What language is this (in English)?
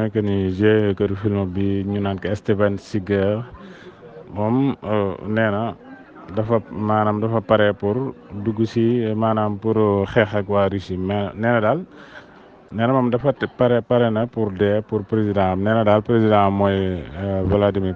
Wolof